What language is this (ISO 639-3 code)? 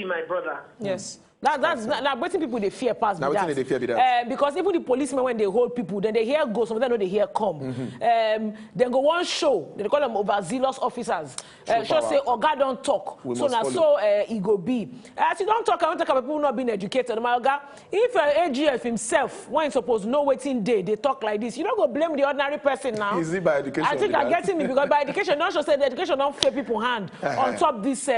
pcm